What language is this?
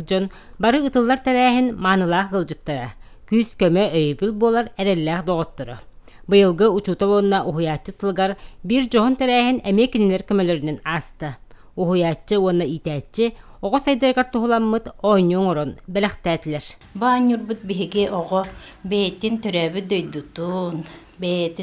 Yakut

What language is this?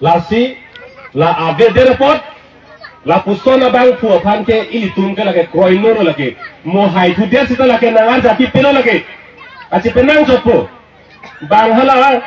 Karbi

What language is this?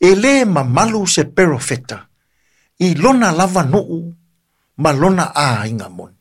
Samoan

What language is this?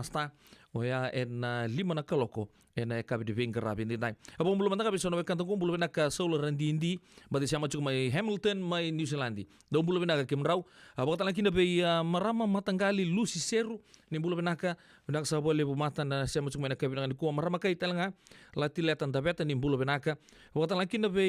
Fijian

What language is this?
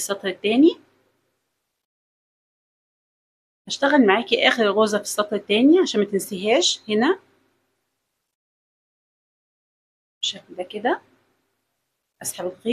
Egyptian Arabic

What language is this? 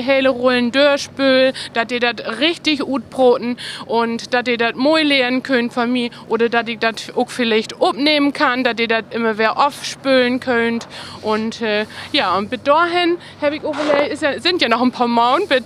Low German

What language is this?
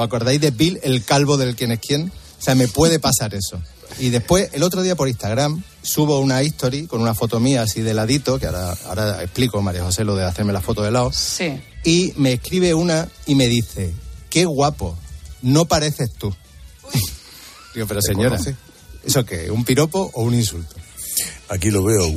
Spanish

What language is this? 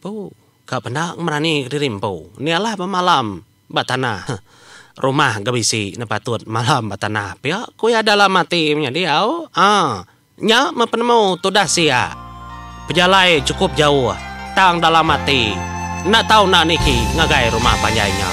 Iban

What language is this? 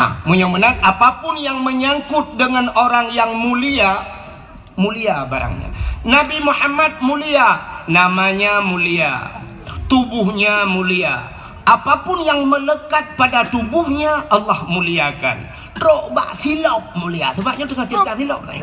Achinese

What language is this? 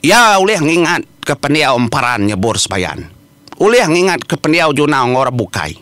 Iban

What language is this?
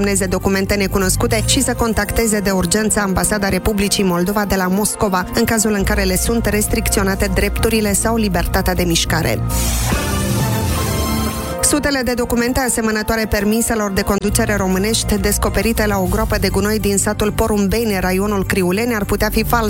Romanian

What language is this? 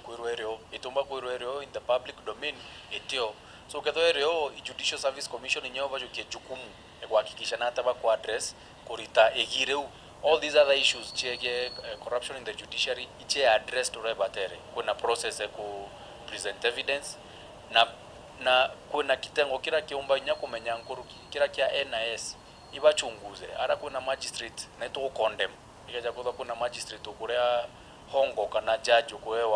Meru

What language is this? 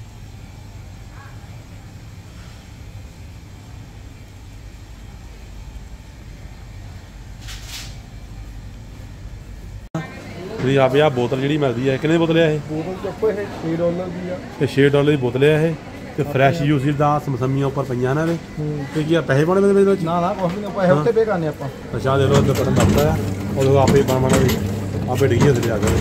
Punjabi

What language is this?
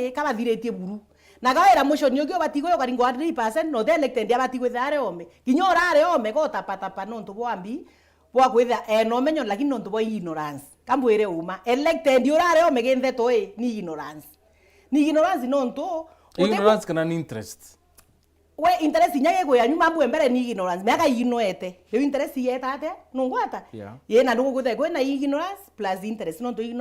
Meru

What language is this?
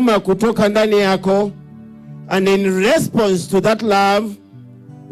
Gusii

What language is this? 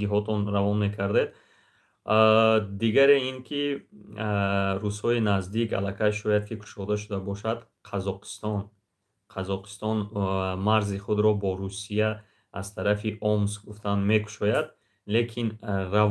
Tajik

